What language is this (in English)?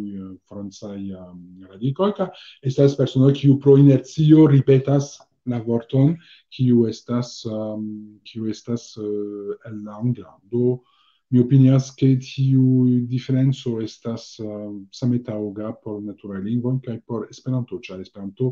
Esperanto